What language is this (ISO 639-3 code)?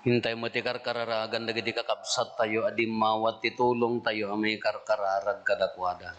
ilo